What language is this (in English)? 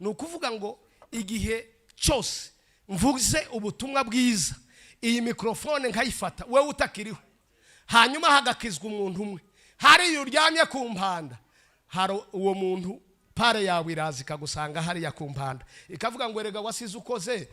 Rundi